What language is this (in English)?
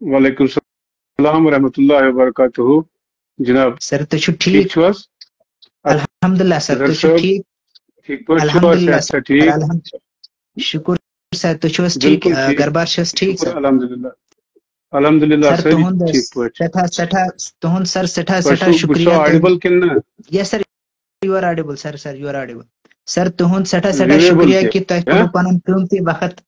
Kashmiri